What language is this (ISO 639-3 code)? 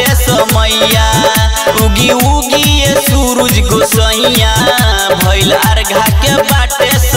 bho